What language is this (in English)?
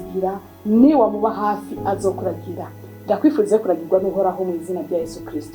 Rundi